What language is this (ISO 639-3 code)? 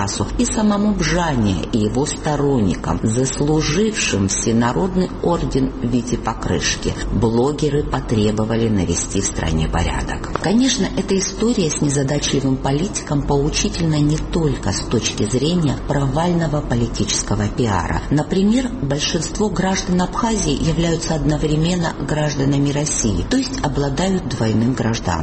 rus